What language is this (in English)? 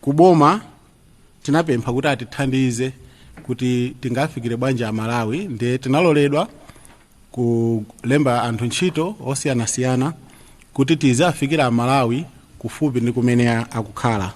Nyanja